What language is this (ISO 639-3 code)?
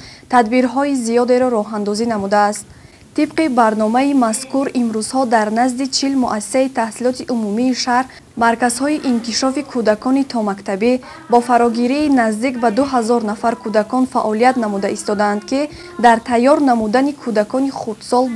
tgk